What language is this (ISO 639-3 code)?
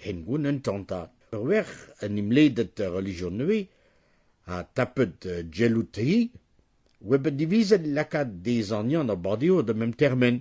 bre